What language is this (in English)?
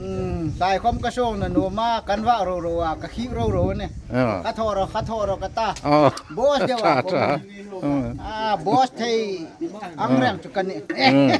Hmar